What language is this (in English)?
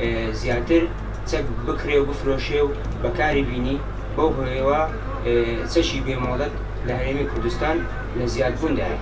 Central Kurdish